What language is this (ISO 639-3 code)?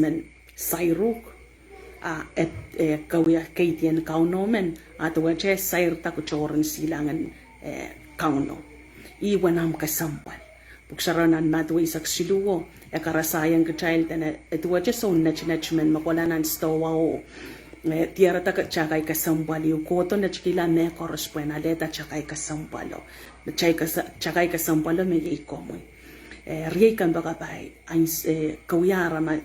pon